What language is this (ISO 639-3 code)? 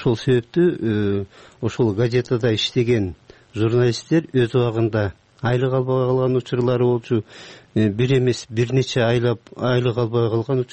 kir